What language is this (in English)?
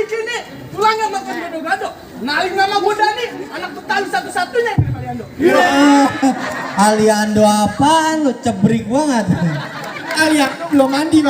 Betawi